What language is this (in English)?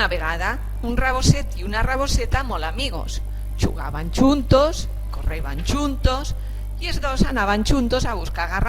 Aragonese